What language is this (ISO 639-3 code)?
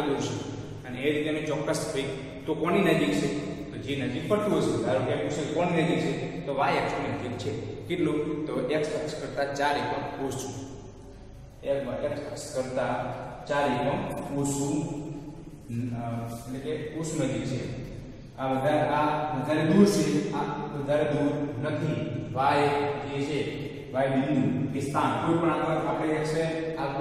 guj